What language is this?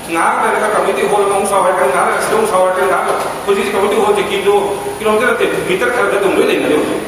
Manipuri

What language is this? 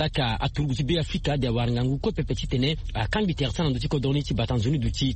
Sango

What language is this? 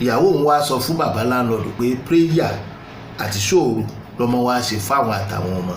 Yoruba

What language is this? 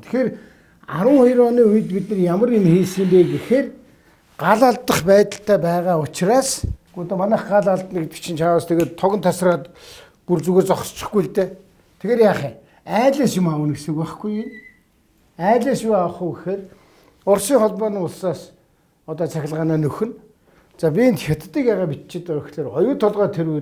Mongolian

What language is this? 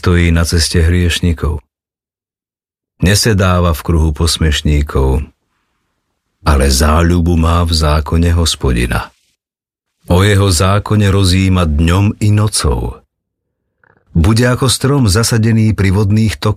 Slovak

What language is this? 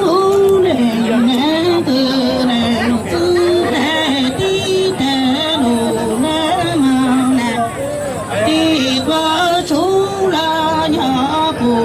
Hmong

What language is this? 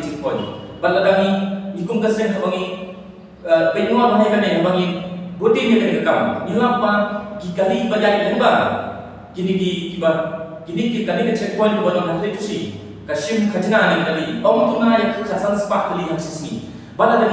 Khasi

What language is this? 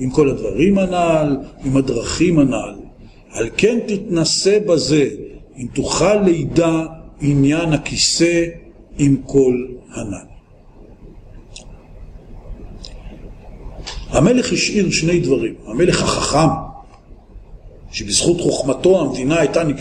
Hebrew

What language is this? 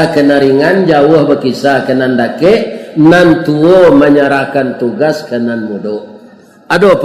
Minangkabau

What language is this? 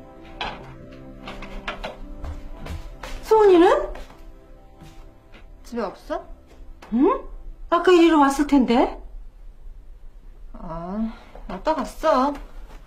Korean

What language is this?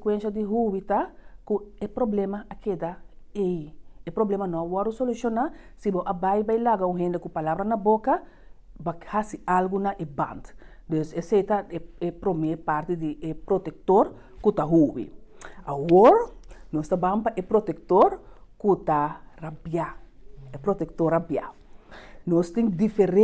Papiamento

